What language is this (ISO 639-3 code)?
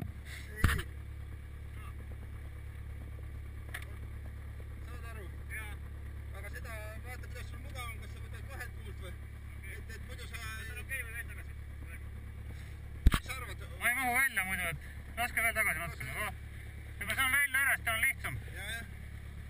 est